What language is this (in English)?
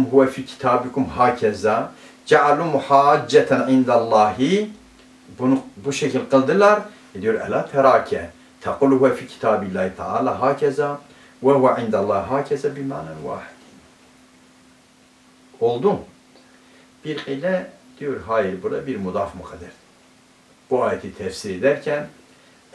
Turkish